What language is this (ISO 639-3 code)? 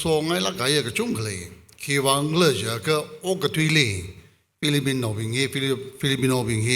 nmf